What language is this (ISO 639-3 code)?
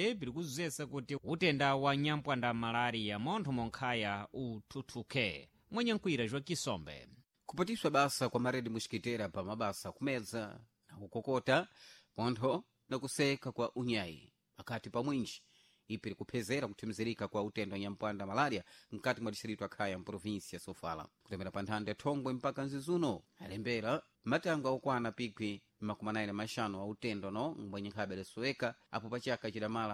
seh